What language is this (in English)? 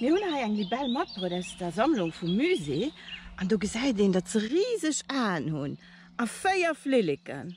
Luxembourgish